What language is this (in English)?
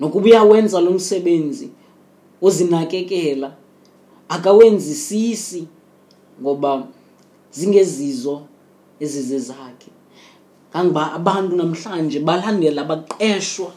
Xhosa